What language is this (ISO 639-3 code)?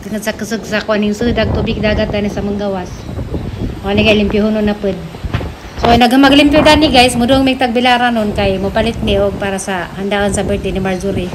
ceb